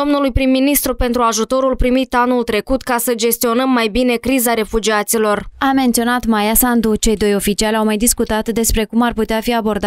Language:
Romanian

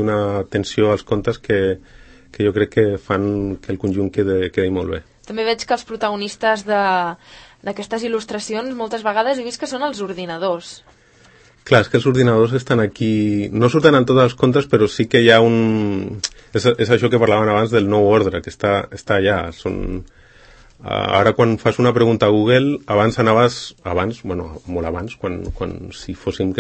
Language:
Catalan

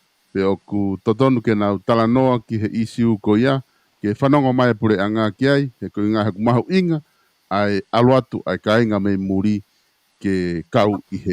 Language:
Tongan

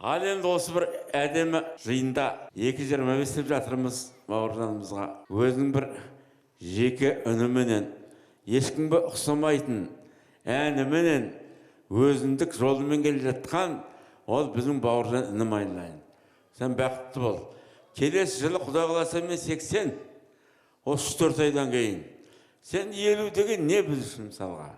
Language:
Kazakh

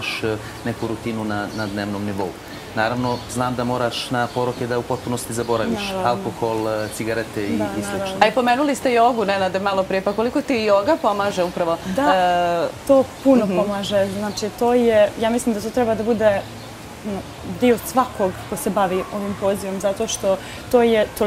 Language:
Bosnian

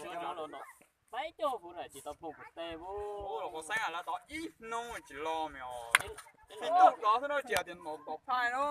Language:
Hmong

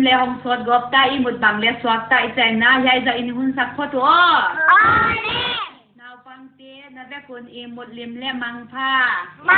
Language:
Paite Chin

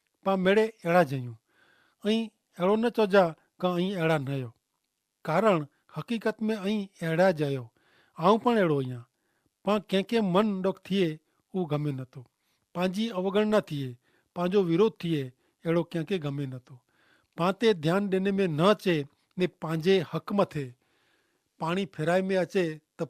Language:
Kachhi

